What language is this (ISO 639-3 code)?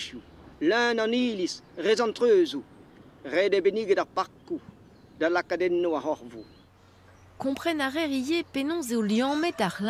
bre